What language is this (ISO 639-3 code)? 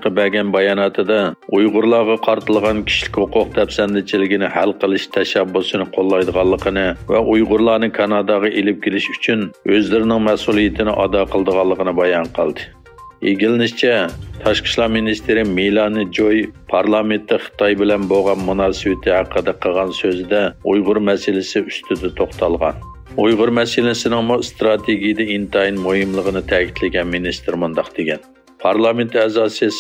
uig